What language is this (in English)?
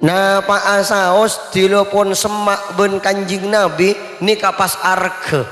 Madurese